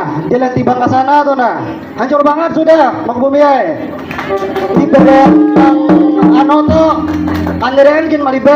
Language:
Banjar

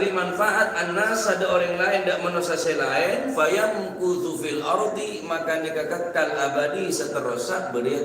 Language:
Madurese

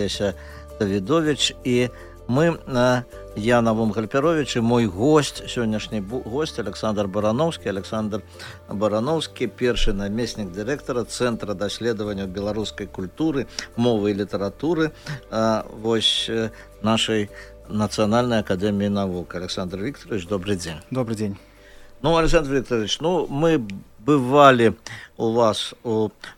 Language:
Belarusian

